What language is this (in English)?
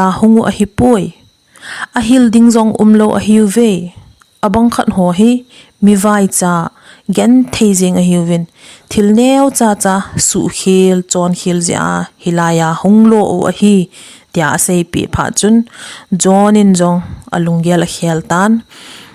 Thado Chin